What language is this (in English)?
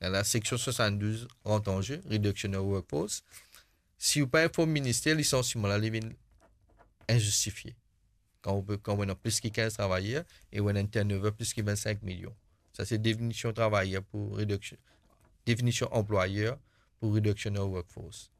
Morisyen